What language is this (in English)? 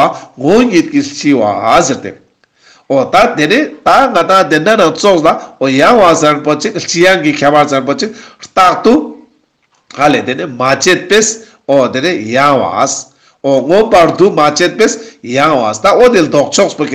Ladakhi